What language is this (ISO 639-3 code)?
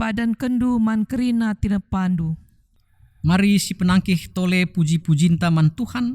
btx